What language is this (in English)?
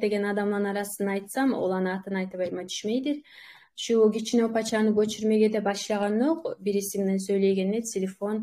Kumyk